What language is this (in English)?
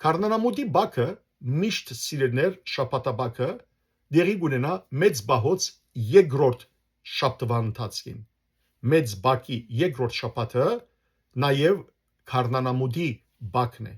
Western Armenian